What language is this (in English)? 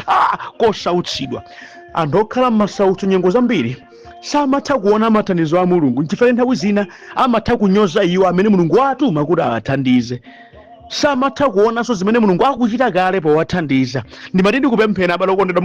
Nyanja